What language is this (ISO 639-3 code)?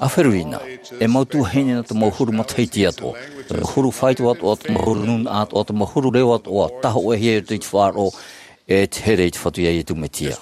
tah